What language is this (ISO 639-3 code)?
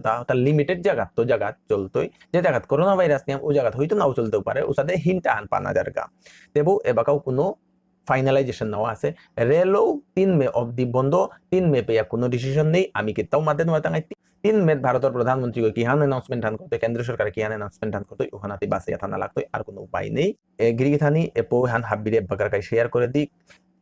bpy